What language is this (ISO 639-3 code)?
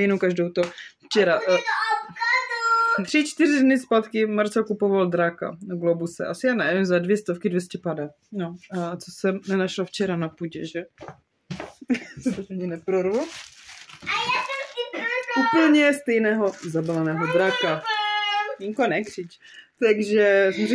ces